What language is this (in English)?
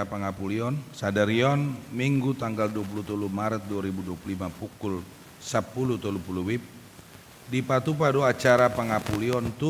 Batak Toba